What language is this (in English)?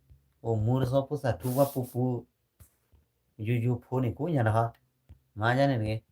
S'gaw Karen